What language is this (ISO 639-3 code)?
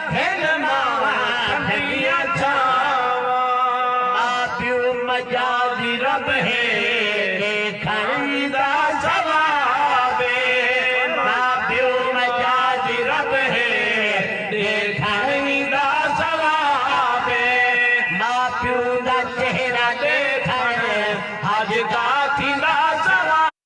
skr